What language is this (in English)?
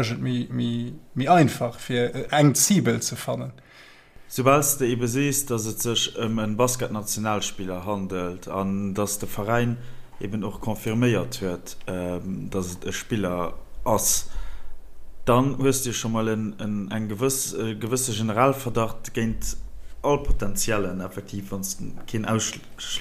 Luxembourgish